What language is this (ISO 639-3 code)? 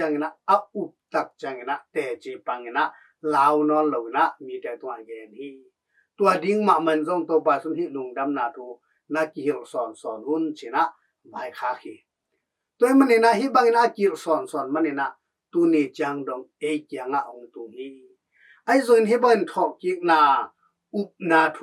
ctd